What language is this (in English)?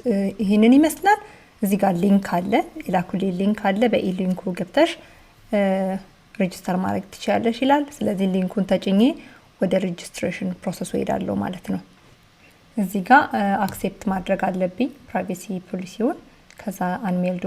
Amharic